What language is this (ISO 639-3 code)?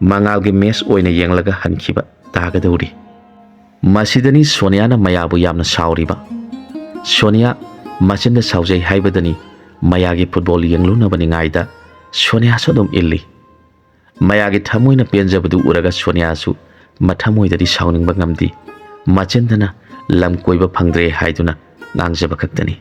mni